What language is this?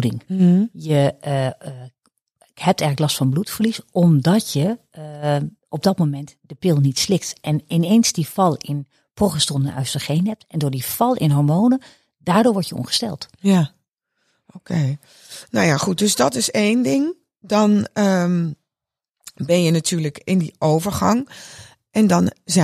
Dutch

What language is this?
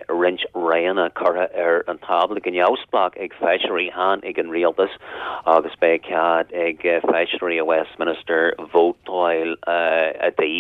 Irish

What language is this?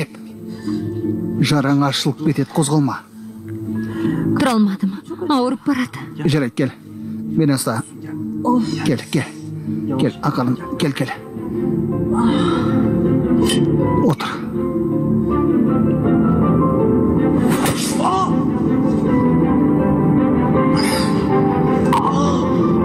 Kazakh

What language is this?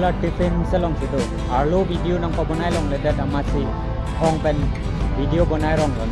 Karbi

